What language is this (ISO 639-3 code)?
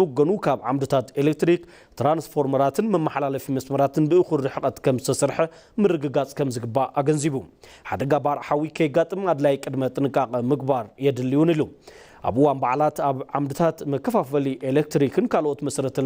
tir